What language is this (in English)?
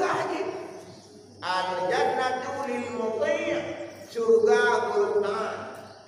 Achinese